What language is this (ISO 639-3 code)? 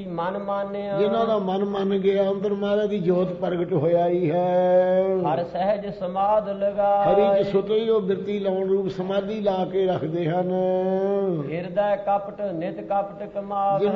pan